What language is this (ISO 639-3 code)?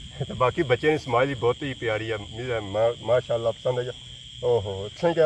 phr